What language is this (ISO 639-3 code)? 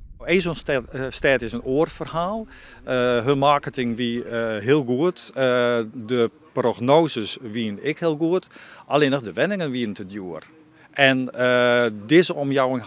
fry